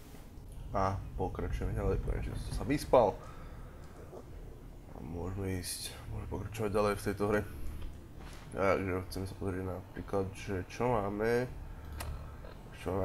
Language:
Slovak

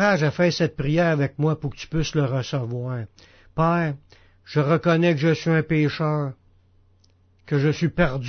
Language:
French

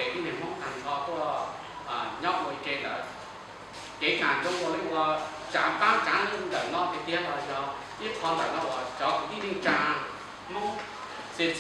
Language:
Hmong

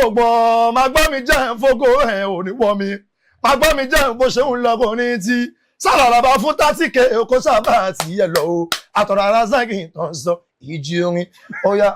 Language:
Yoruba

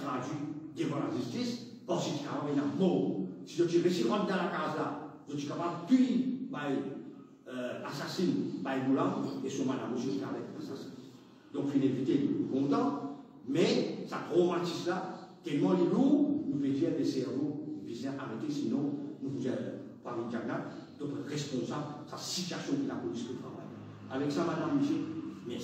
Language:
Morisyen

